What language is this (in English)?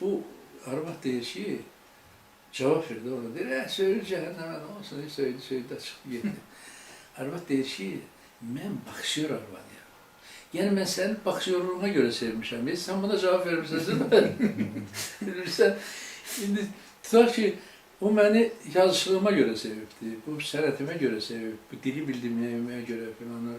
Azerbaijani